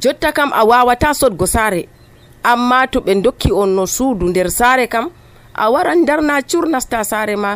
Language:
Nigerian Fulfulde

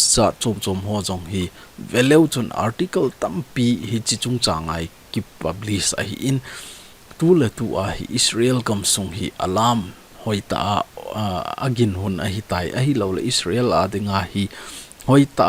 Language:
Thado Chin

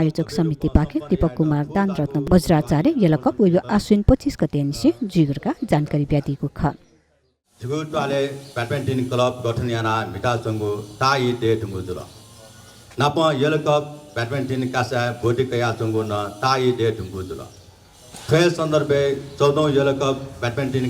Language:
Newari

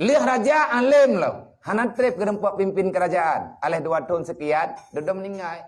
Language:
Achinese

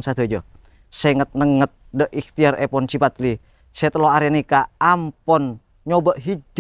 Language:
Madurese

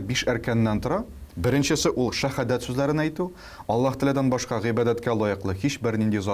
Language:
Tatar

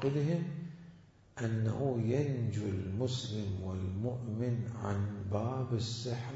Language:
Mesopotamian Arabic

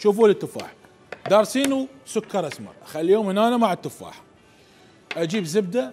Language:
Mesopotamian Arabic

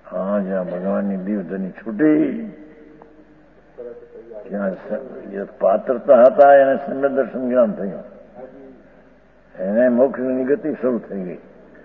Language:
Gujarati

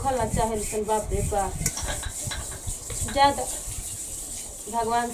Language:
Bhojpuri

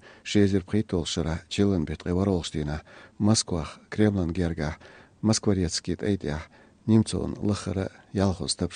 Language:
Chechen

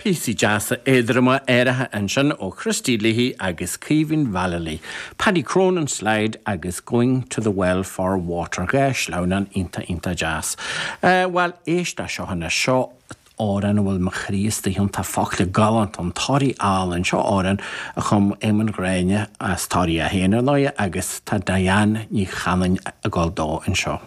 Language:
Irish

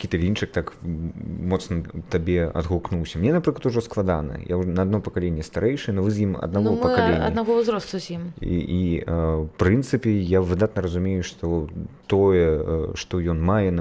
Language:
Belarusian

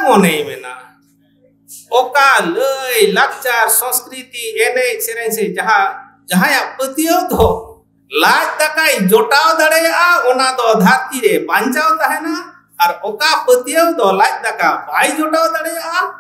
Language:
Santali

